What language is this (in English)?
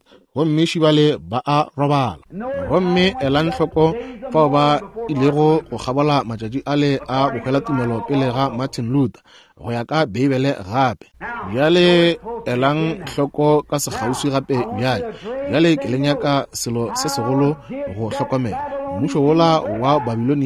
Northern Sotho